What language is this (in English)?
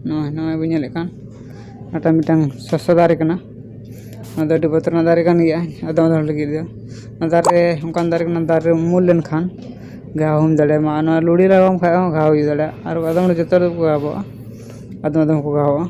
Santali